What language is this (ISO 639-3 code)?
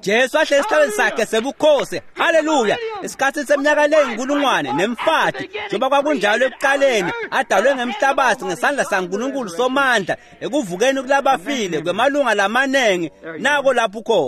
ssw